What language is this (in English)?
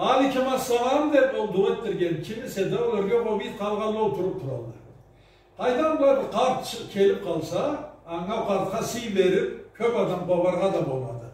Karachay-Balkar